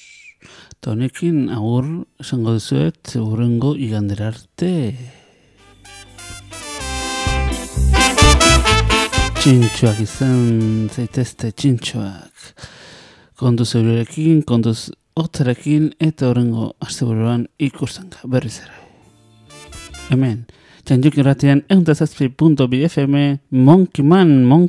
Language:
Basque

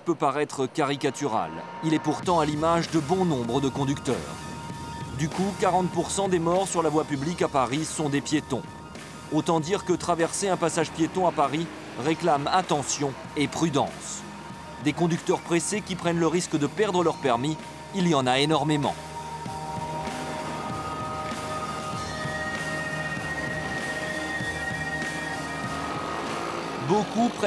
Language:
French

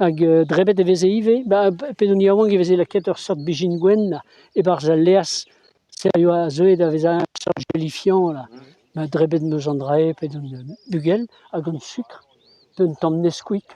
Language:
Breton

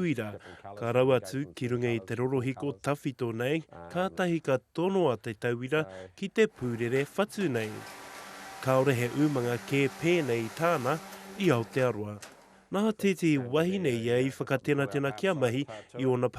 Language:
Māori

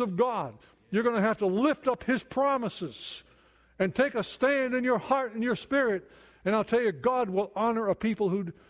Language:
English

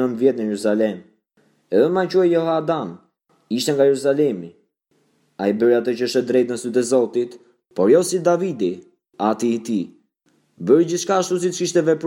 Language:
Albanian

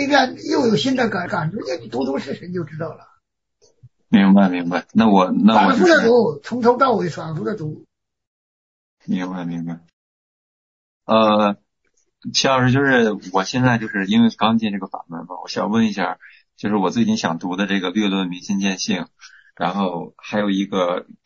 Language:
Chinese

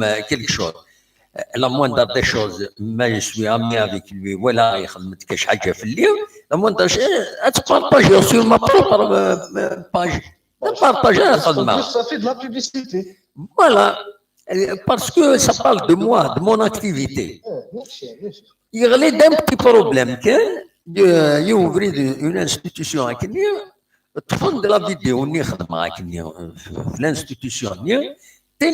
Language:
Kabyle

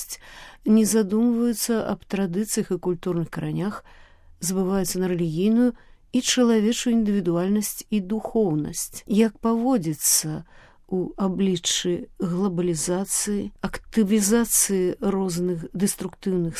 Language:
Belarusian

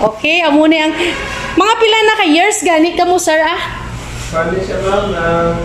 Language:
Hiligaynon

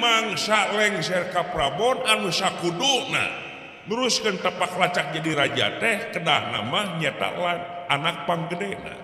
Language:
Sundanese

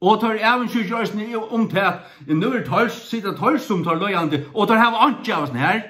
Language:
Faroese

